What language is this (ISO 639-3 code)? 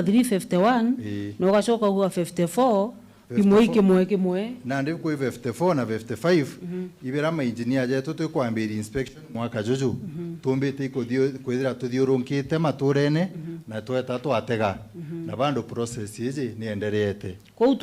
mer